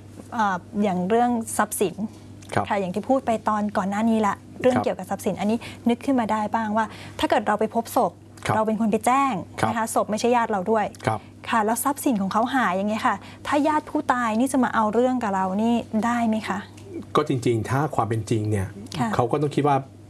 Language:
Thai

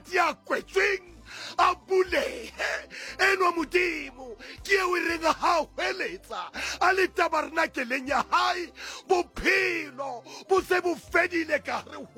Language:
Southern Sotho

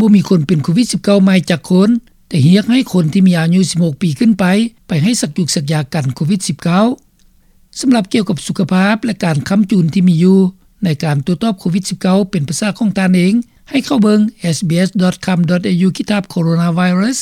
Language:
Lao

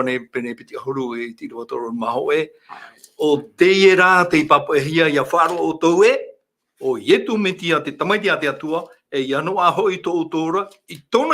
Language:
Tahitian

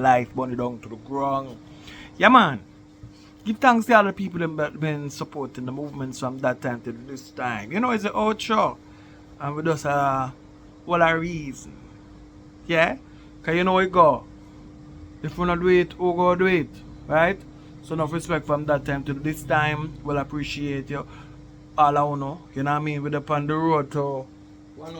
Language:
Jamaican Creole English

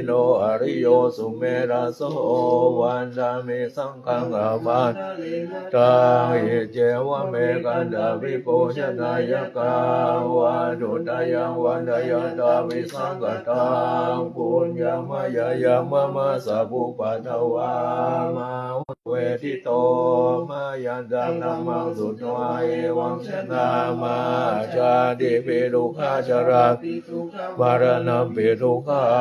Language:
Pali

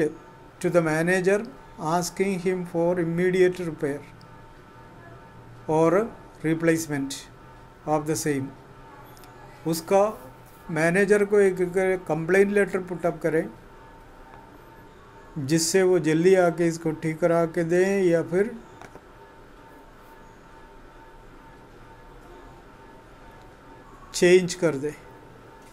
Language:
Hindi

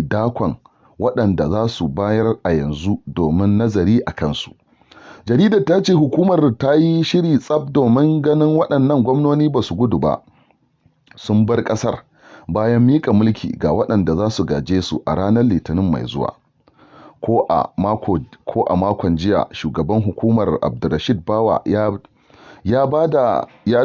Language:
Hausa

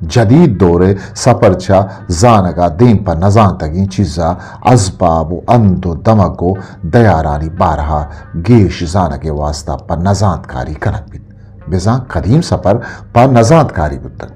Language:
Eastern Balochi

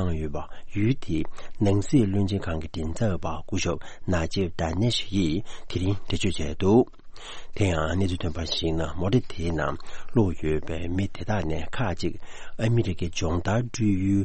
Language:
Tibetan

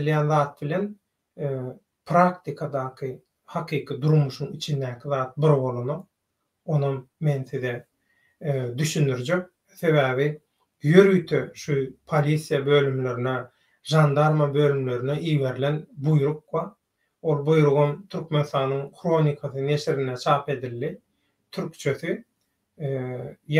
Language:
Turkmen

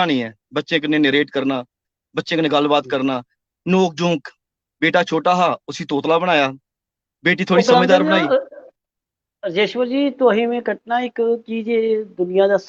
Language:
Dogri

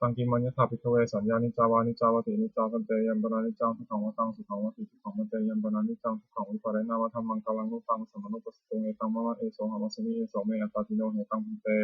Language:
Pali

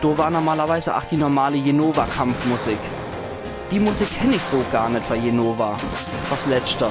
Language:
Palatine German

